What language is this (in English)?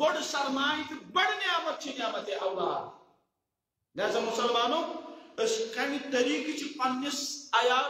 Kashmiri